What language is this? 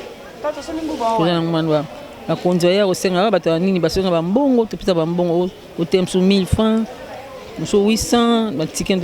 Lingala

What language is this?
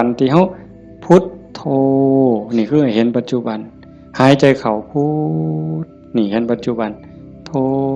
Northeastern Thai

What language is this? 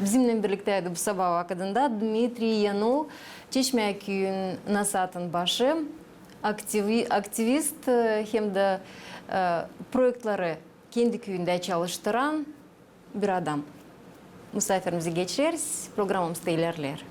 Gagauz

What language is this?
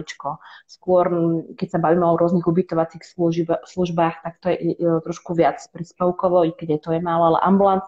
Slovak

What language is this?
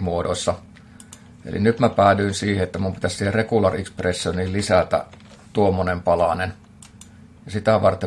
Finnish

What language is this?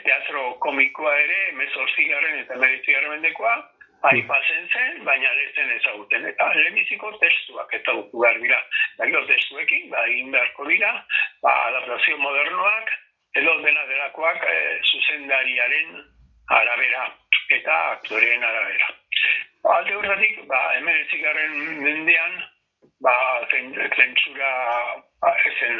Basque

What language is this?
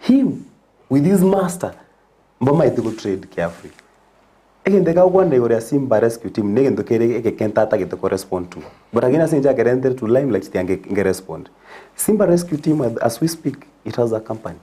Gusii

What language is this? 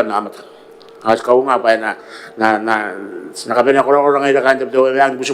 Gilbertese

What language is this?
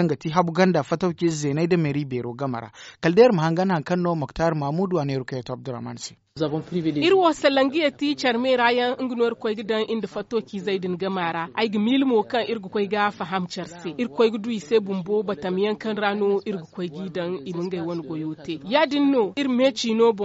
Zarma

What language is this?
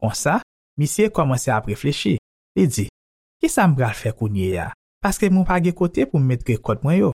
Haitian Creole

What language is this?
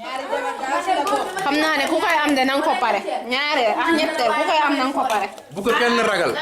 Wolof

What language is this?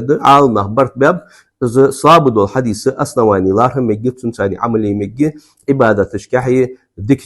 Ingush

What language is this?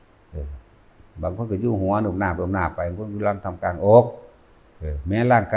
Northeastern Thai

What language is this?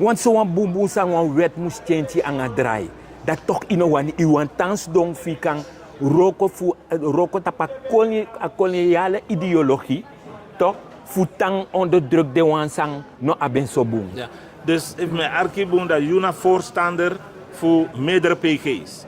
Sranan Tongo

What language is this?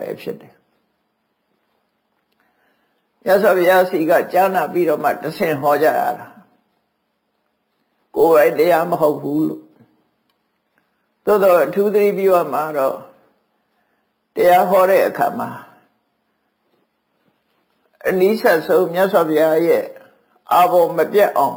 Burmese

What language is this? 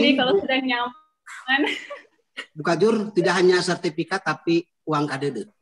Indonesian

